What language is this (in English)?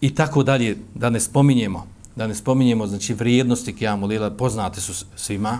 Bosnian